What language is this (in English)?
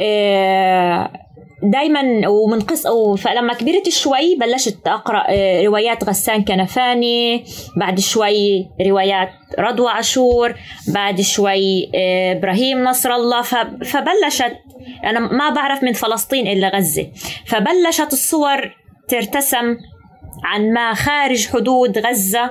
North Levantine Arabic